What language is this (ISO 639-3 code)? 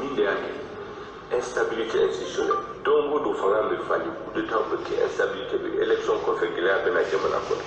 bam